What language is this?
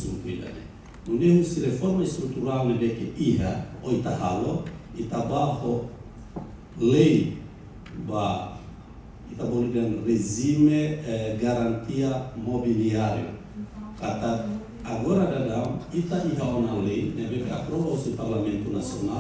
Tetum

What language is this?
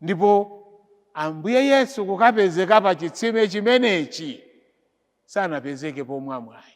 Nyanja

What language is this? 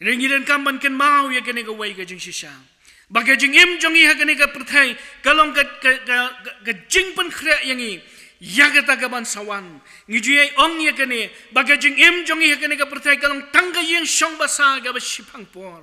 Khasi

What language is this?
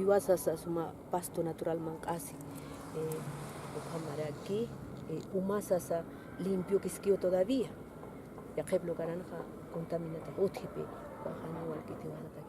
Aymara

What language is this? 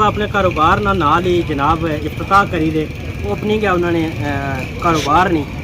Pahari-Potwari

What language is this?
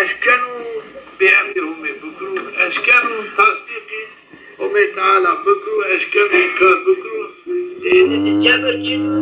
Zaza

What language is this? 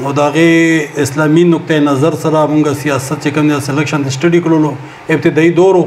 Pashto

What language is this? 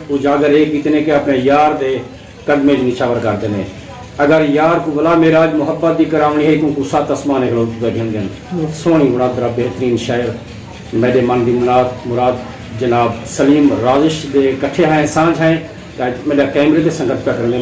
Saraiki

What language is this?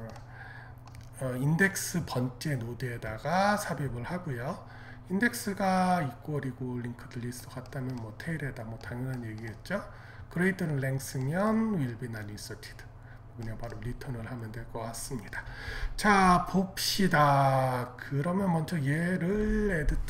Korean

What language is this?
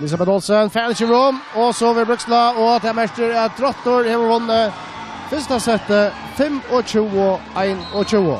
Faroese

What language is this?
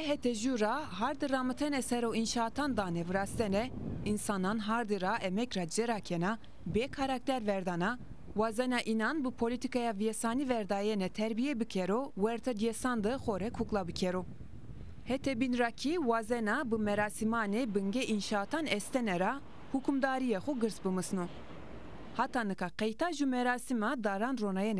Zaza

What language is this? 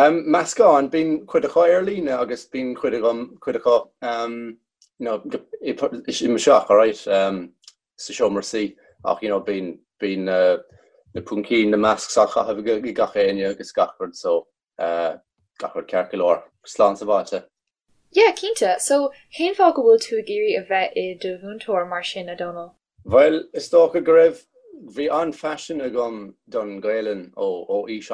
Irish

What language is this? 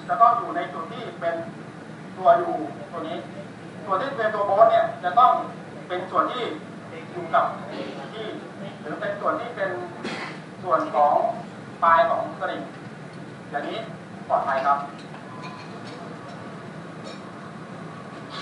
Thai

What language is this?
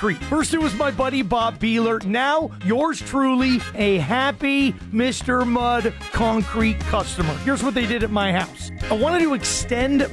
English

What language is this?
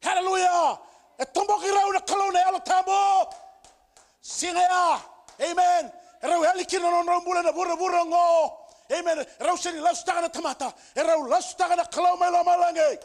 Fijian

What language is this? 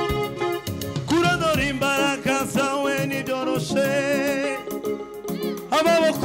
Kinyarwanda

